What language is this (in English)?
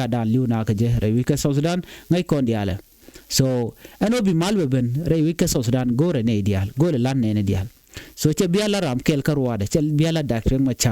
Nuer